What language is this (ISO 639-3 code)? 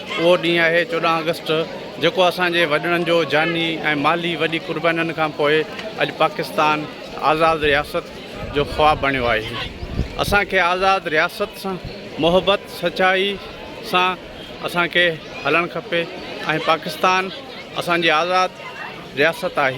snd